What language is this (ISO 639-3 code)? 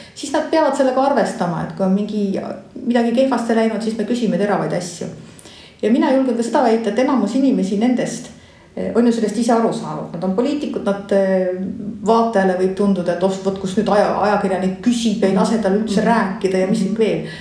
est